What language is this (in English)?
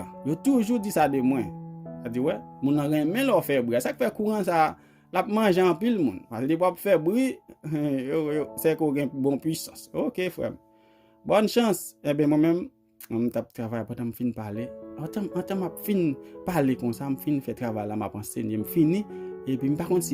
Haitian Creole